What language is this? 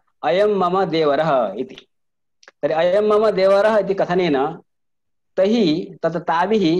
Sanskrit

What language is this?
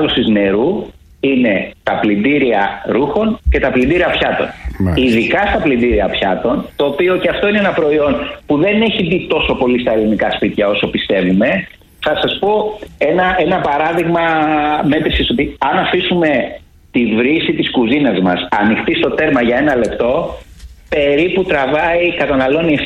Greek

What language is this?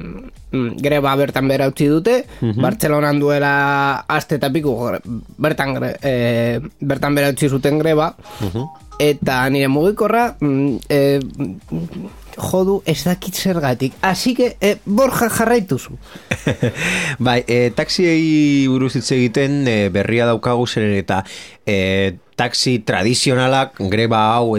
Basque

